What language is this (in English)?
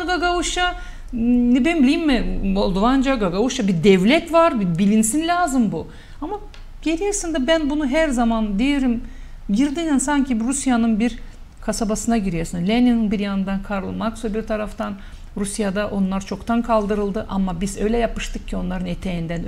Gagauz